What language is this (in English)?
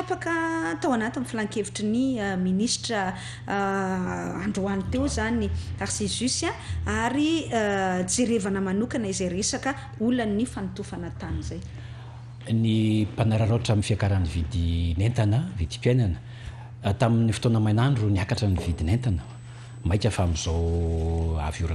Malagasy